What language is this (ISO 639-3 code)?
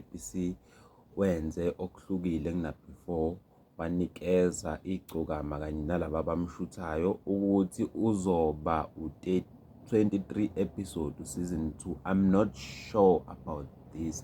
zul